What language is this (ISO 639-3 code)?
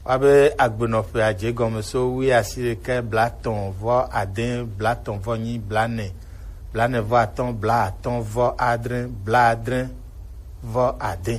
gej